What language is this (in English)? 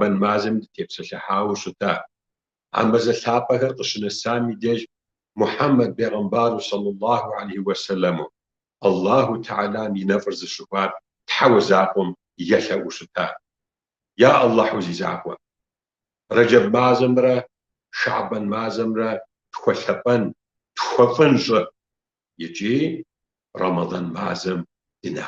Kabardian